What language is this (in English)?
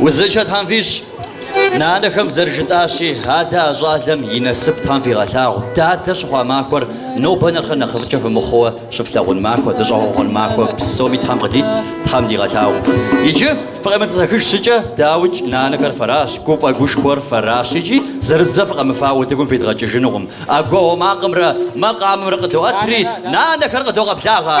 Kabardian